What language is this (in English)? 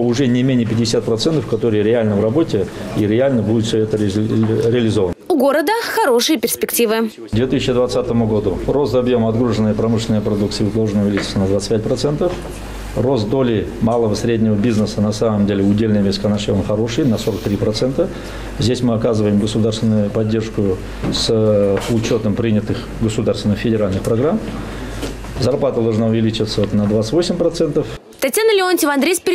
Russian